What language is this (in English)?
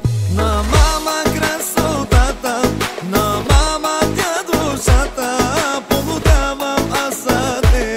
Bulgarian